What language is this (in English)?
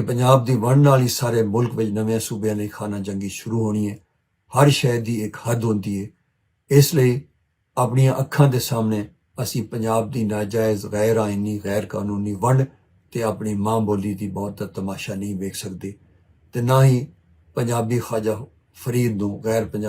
Western Panjabi